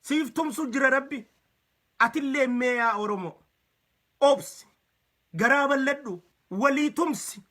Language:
Oromo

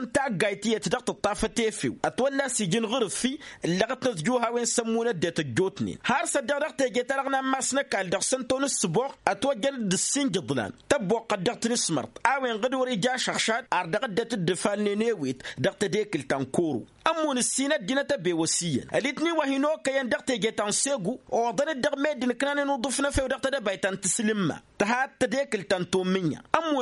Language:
Tamasheq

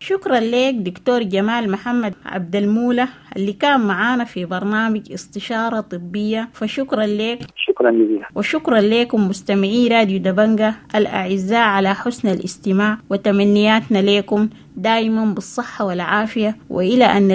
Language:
Sudanese Arabic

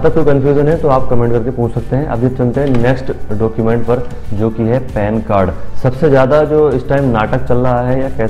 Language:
Hindi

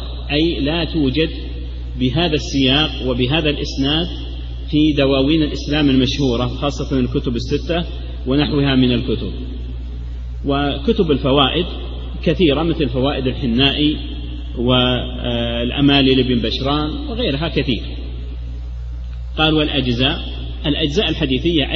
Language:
Arabic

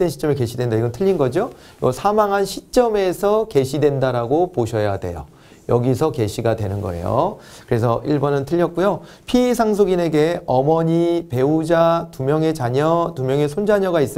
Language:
Korean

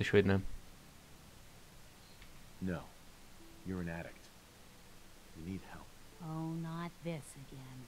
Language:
Hungarian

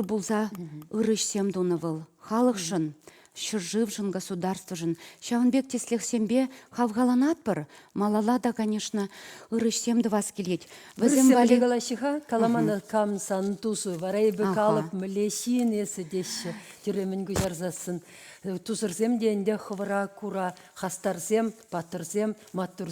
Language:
Chuvash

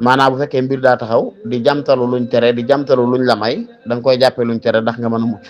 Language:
Wolof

